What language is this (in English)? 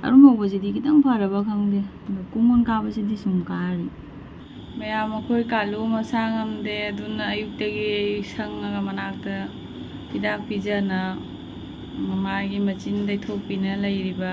Manipuri